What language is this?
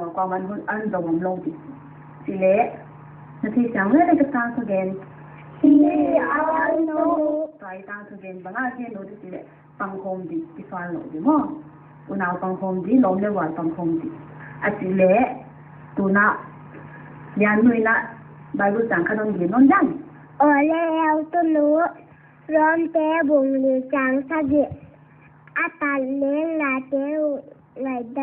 Paite Chin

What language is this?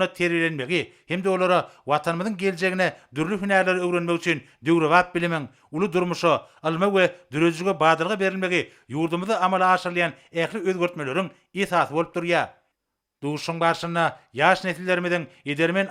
Turkmen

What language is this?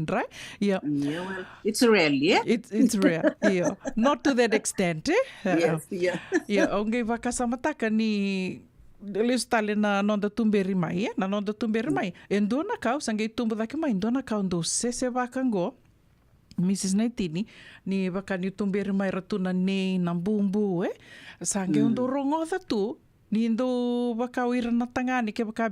Fijian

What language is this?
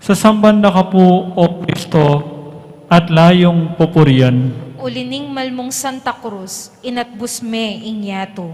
Pampanga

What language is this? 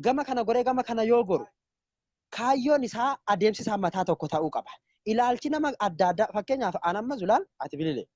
Oromo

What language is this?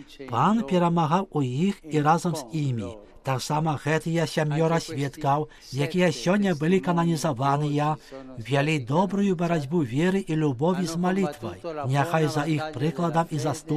Belarusian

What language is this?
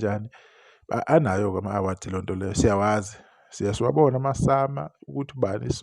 Zulu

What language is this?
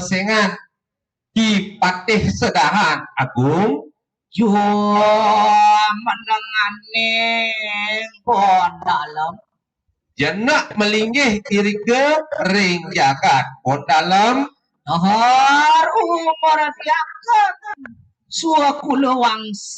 Balinese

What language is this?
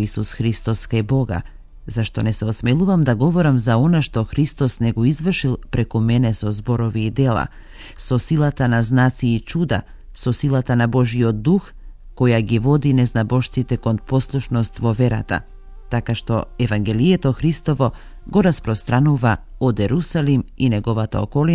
Macedonian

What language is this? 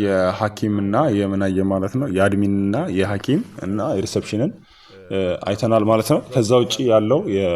Amharic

